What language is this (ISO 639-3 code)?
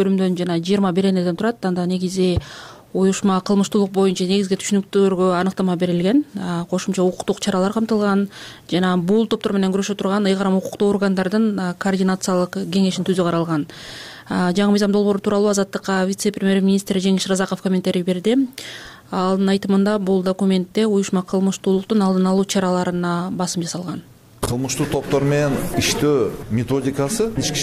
kir